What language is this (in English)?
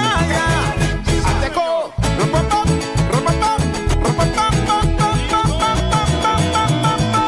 Papiamento